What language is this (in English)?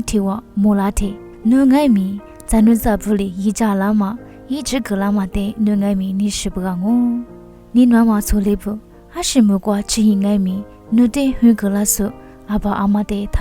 Lisu